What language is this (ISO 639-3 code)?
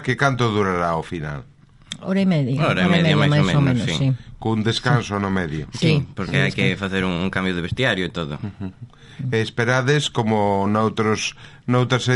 glg